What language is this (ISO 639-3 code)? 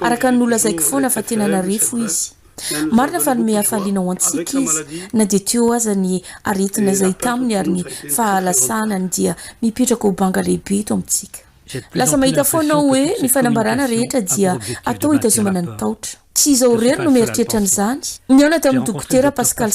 mlg